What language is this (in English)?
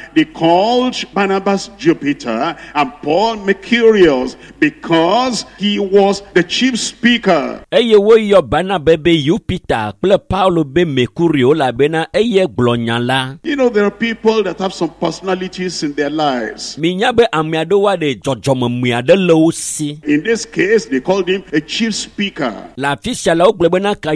Ewe